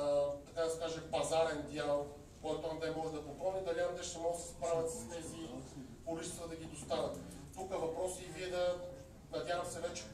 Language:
Bulgarian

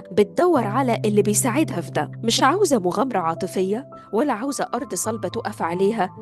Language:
Egyptian Arabic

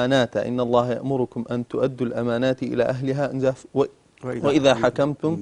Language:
Central Kurdish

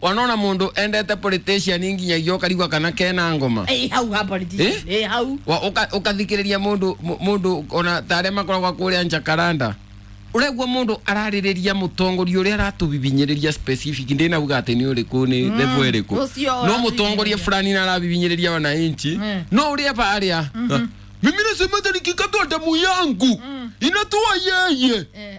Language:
Kikuyu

